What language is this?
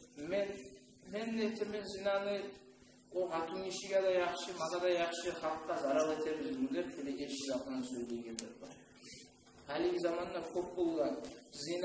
Kumyk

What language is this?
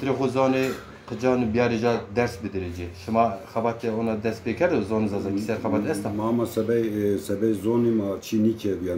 Zaza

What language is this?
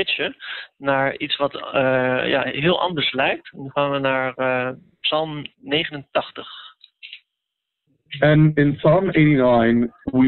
Dutch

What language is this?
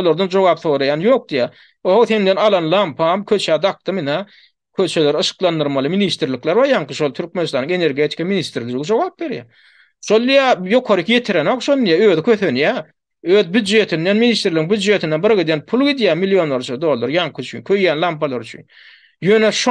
Turkmen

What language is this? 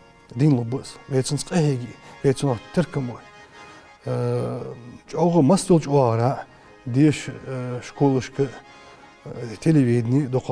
Ingush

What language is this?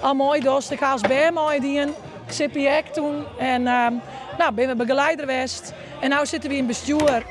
Western Frisian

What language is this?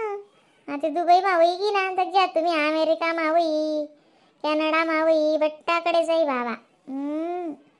Khandesi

